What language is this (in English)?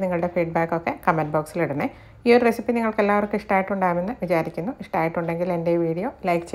Malayalam